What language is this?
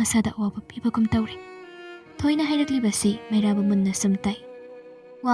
Manipuri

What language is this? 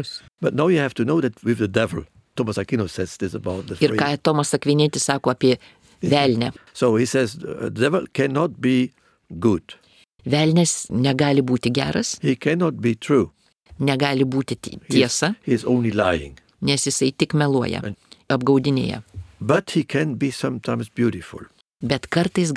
Lithuanian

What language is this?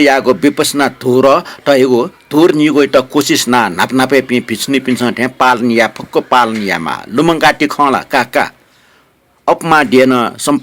Newari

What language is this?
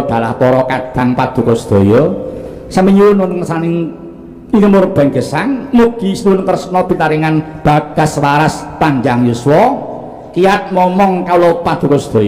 Javanese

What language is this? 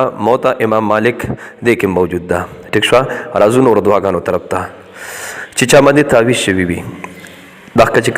Pashto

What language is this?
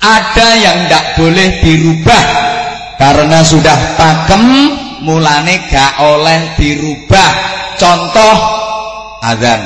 Javanese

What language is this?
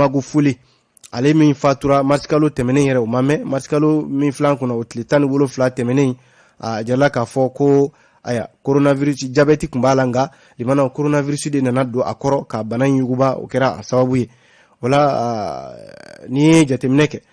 Bambara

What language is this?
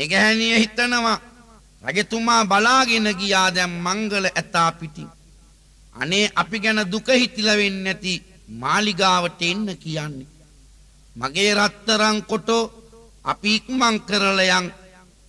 Sinhala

